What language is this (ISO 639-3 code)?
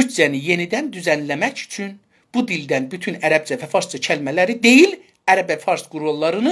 azb